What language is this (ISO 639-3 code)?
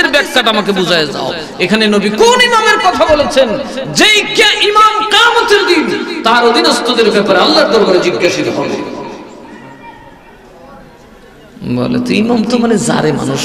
ben